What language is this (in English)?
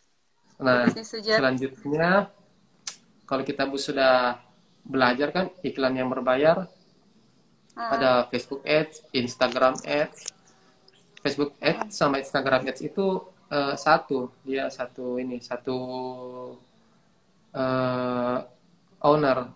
Indonesian